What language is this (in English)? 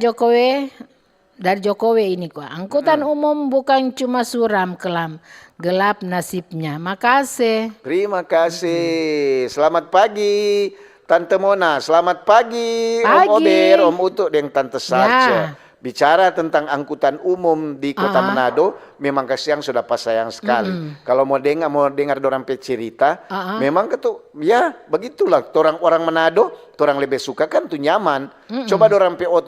Manado Malay